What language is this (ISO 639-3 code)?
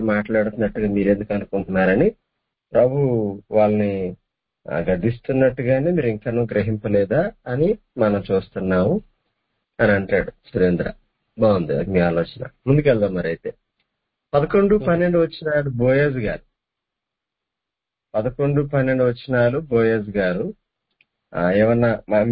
tel